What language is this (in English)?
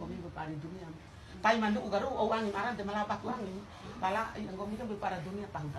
Bima